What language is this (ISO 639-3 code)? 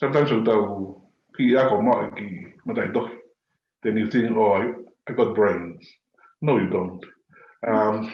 ton